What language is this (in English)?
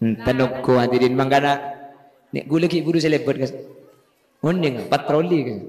Madurese